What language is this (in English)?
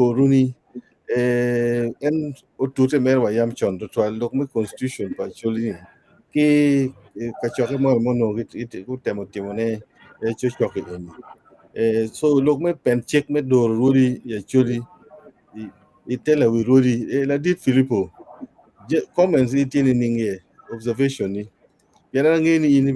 Acoli